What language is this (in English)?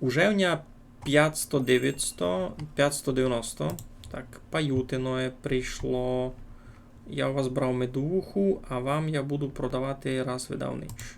Rusyn